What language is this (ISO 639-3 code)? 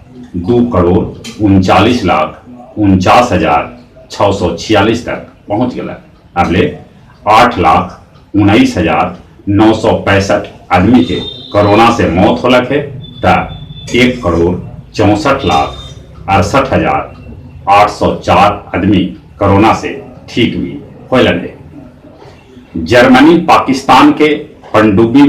mag